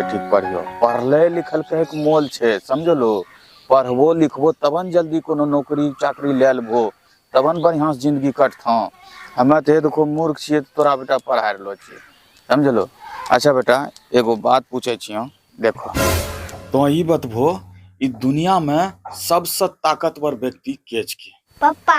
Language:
Angika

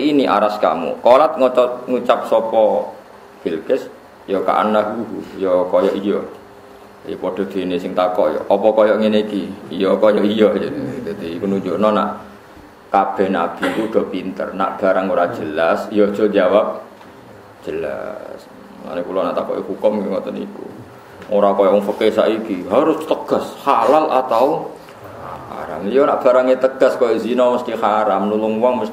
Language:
Javanese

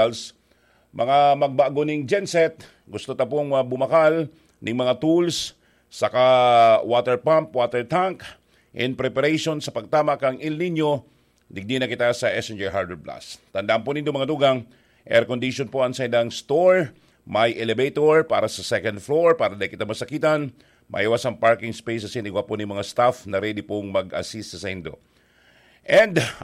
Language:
Bikol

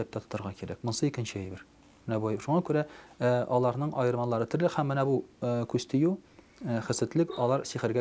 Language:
Tatar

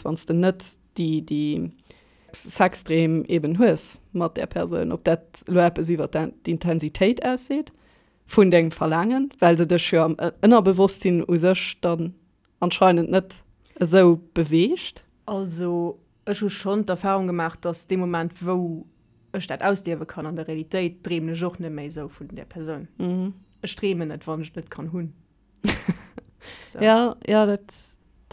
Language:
Luxembourgish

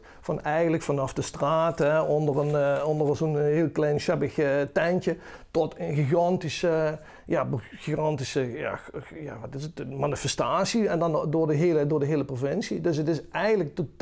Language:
Limburgish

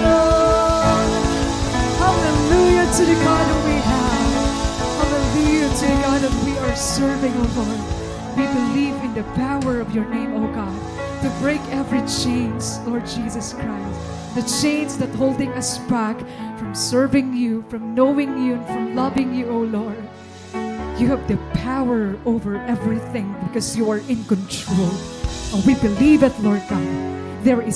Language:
Waray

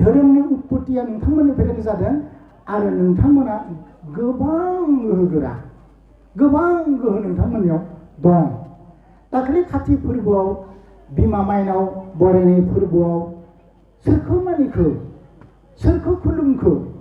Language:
Bodo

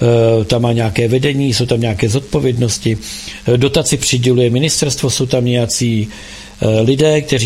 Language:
Czech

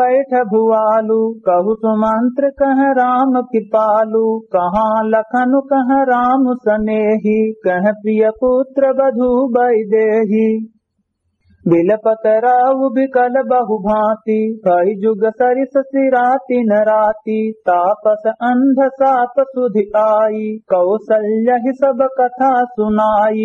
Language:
Awadhi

